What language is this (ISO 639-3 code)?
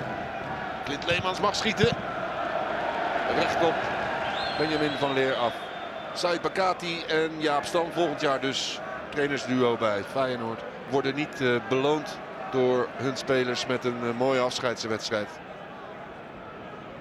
nld